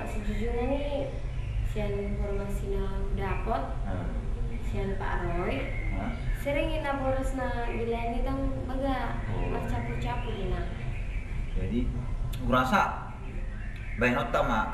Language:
Batak Toba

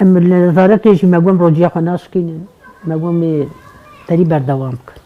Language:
Kurdish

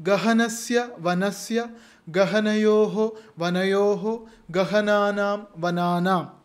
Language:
Sanskrit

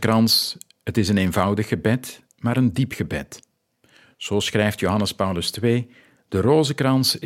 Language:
Dutch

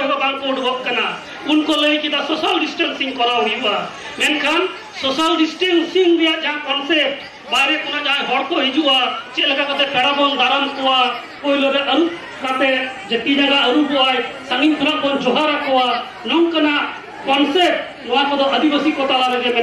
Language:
Santali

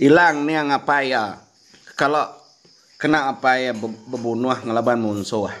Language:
Iban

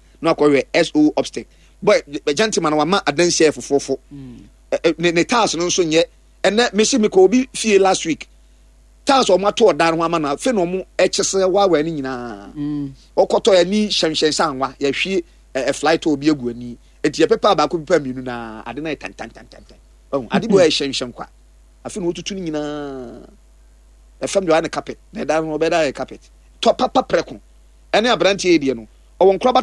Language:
Akan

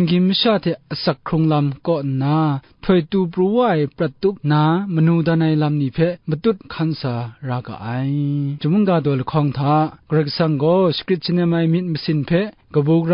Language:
Kachin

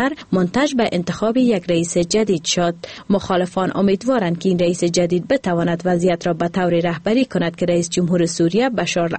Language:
Persian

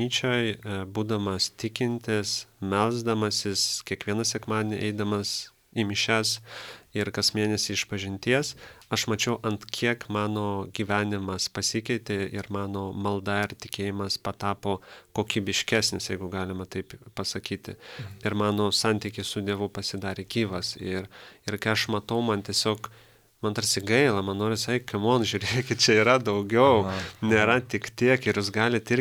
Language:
Lithuanian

